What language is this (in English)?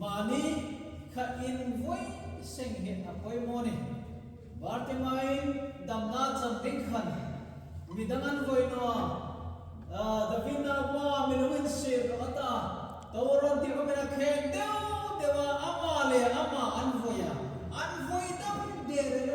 Hmar